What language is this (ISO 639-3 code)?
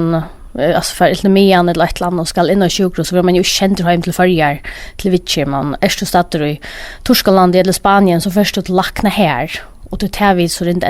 fao